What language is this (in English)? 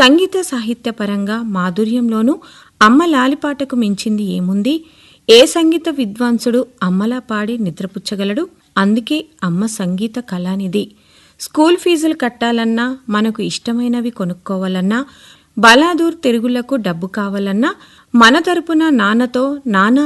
Telugu